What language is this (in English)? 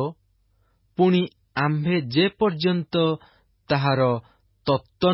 Odia